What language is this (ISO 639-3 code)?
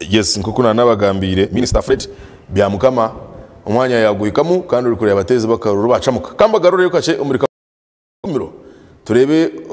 nyn